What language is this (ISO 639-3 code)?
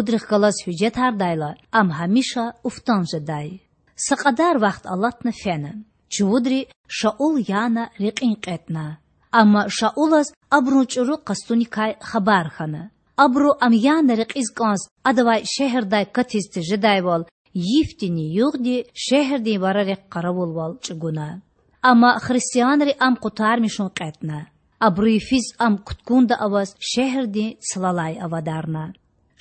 lez